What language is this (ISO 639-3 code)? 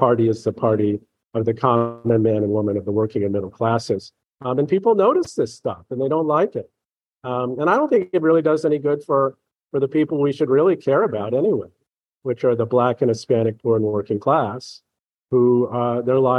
eng